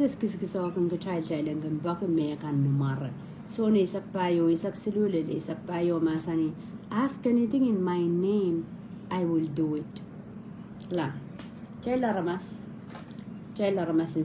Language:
Pohnpeian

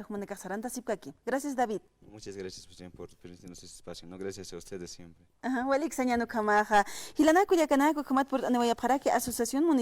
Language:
Aymara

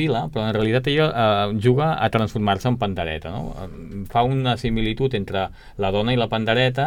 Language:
Catalan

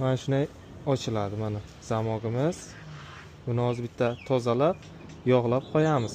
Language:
Uzbek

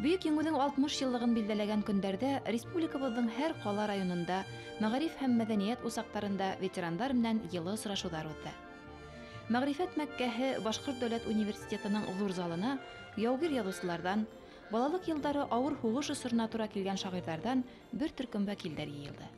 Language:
Bashkir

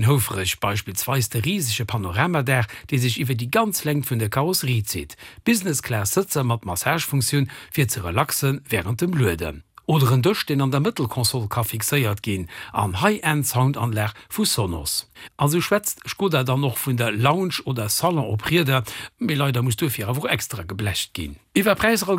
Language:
Luxembourgish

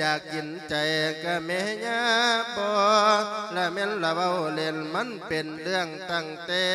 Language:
Lao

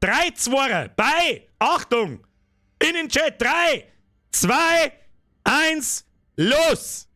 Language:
Bavarian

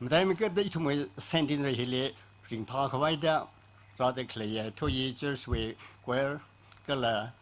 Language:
Tangkhul Naga (India)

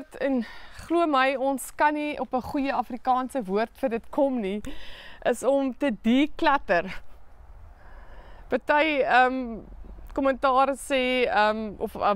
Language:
Afrikaans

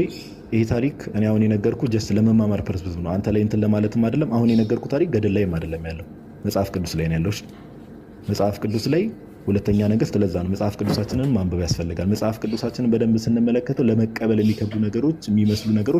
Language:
Amharic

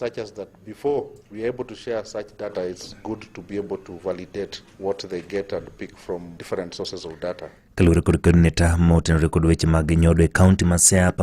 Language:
Luo (Kenya and Tanzania)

